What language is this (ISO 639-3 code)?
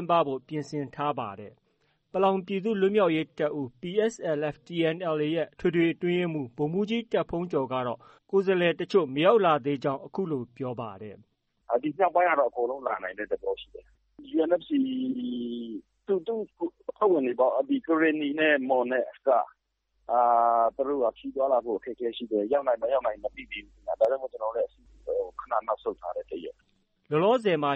mya